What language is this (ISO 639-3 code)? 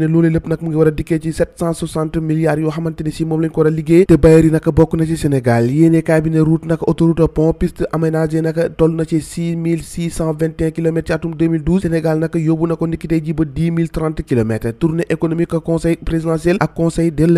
wol